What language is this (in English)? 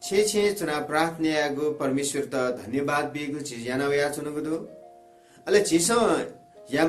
Newari